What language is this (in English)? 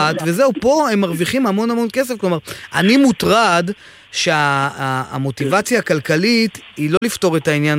Hebrew